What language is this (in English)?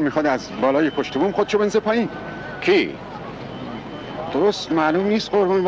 Persian